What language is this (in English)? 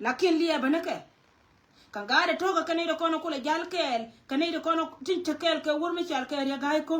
Nuer